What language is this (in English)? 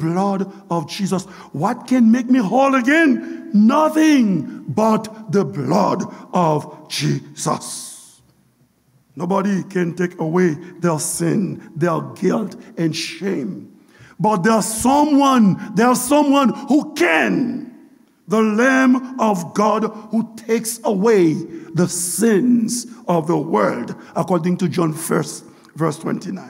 Haitian Creole